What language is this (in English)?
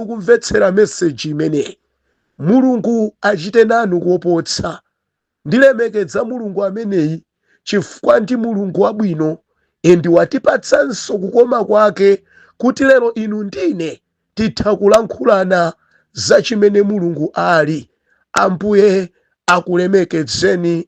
Nyanja